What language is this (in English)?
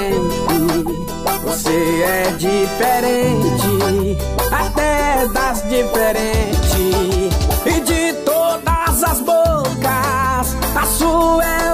Portuguese